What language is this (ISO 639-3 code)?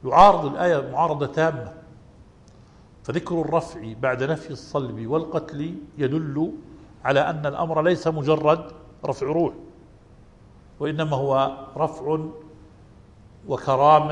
ara